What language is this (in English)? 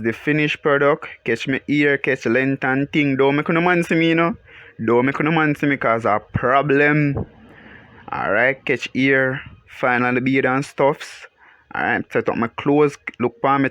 Jamaican Creole English